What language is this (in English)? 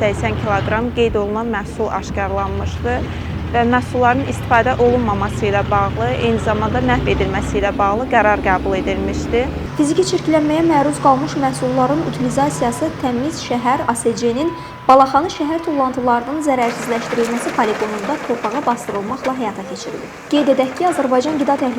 Azerbaijani